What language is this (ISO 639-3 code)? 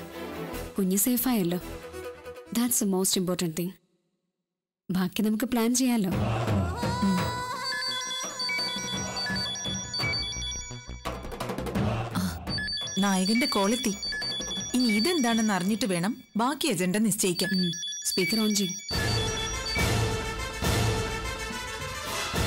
mal